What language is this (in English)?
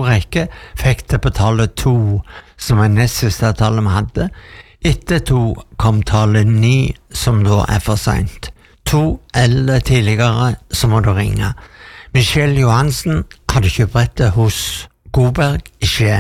Norwegian